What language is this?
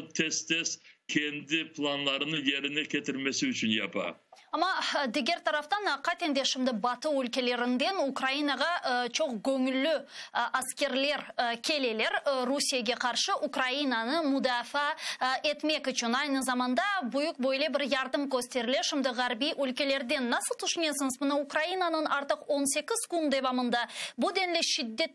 Crimean Tatar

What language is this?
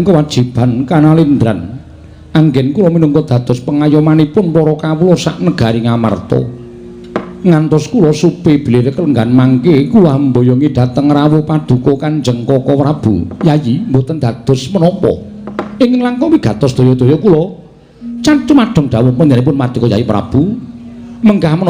Javanese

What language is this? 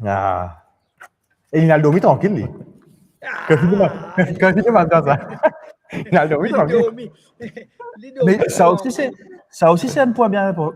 Morisyen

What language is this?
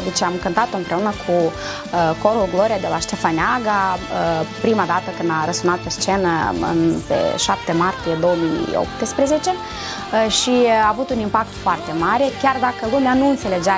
Romanian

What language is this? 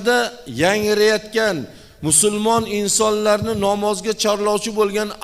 Uzbek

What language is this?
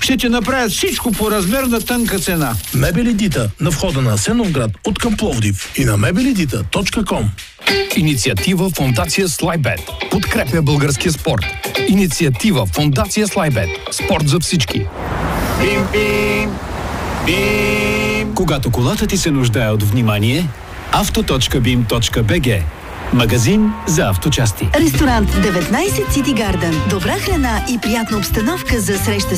Bulgarian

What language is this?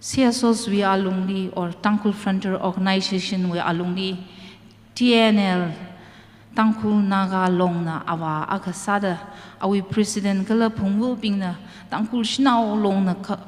Tangkhul Naga (India)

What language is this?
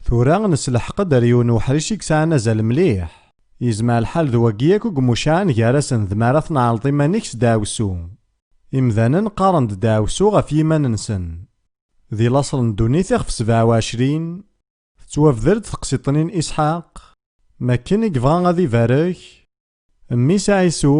Kabyle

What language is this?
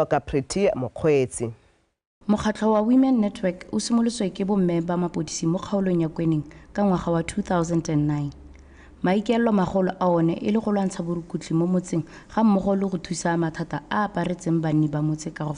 Tswana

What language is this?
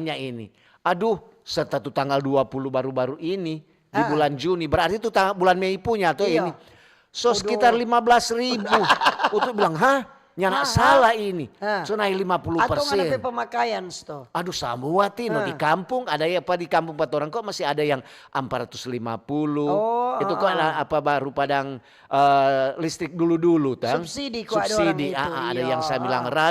Manado Malay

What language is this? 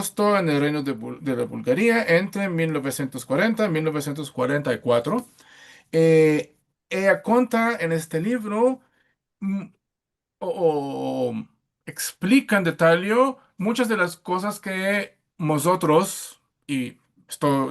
Ladino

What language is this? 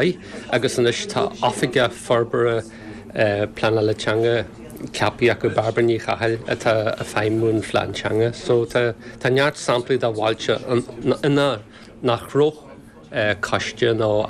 Irish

